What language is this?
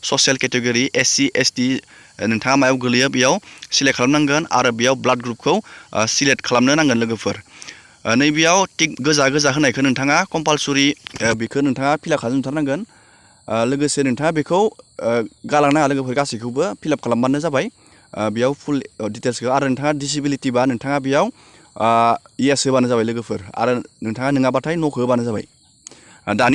Bodo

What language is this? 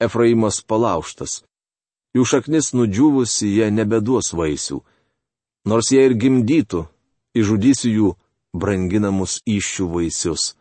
Lithuanian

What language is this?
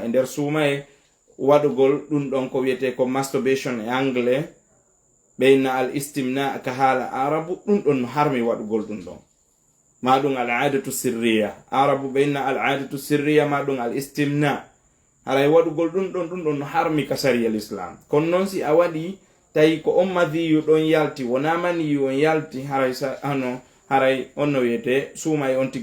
Fula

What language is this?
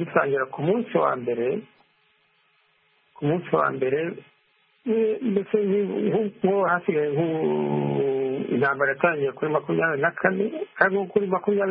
Kinyarwanda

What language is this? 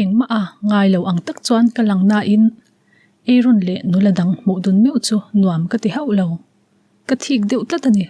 Mizo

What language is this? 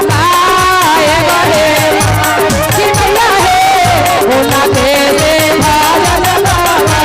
Magahi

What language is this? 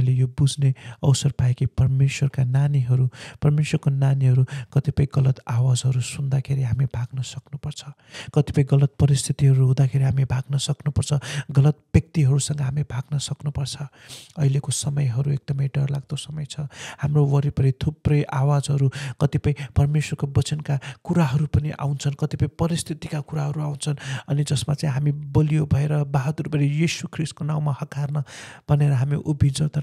Nepali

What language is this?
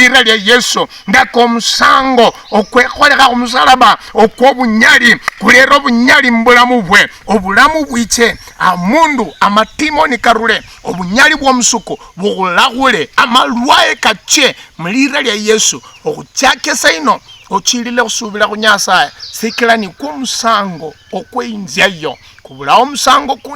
Luyia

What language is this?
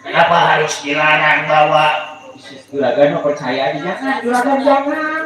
Betawi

